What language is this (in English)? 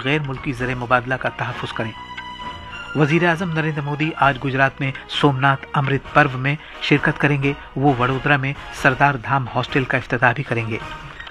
Urdu